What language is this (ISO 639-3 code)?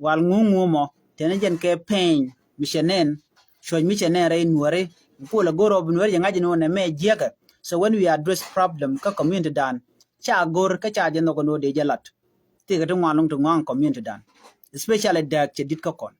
nus